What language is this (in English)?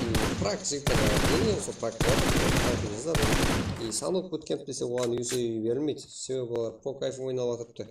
Kara-Kalpak